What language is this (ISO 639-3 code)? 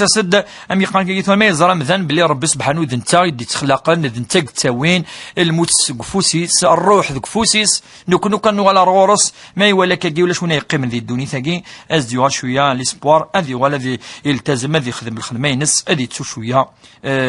kab